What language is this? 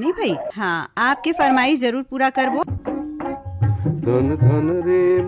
Chhattisgarhi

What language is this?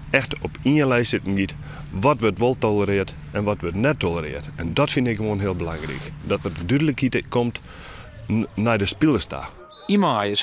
Western Frisian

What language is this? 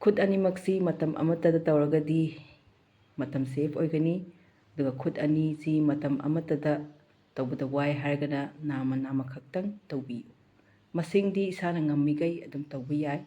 Manipuri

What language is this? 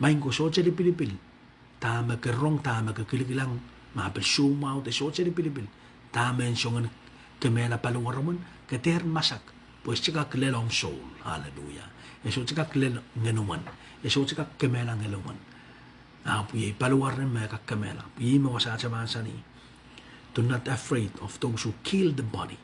Pohnpeian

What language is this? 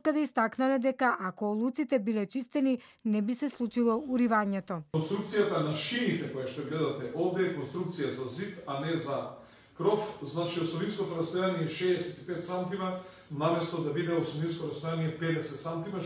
Macedonian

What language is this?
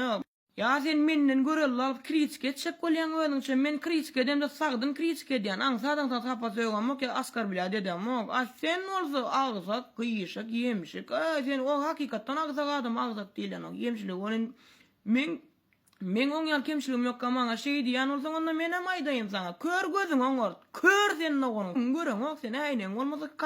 Turkmen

